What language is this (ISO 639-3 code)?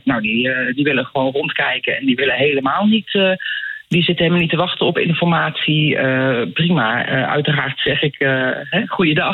nld